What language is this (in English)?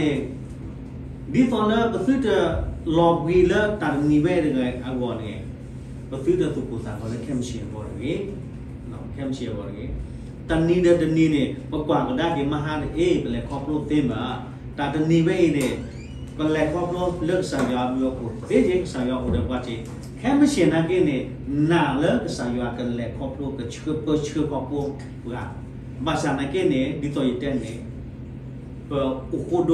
S'gaw Karen